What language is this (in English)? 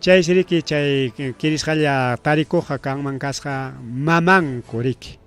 Ayacucho Quechua